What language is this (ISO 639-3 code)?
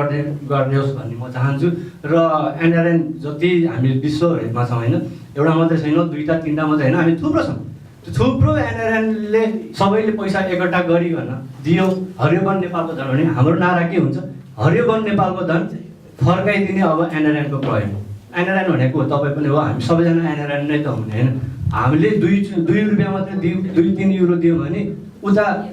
nep